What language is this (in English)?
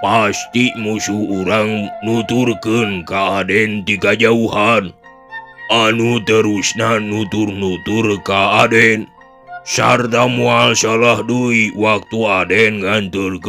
Sundanese